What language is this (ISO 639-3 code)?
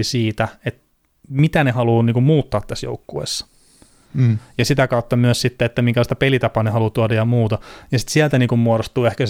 fin